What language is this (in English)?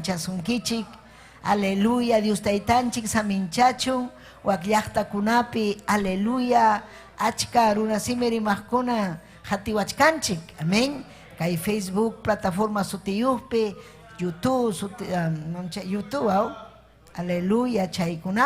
Ayacucho Quechua